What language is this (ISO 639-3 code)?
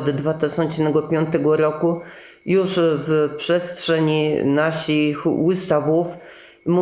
csb